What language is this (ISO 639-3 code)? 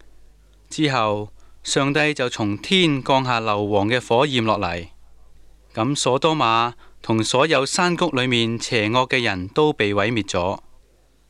yue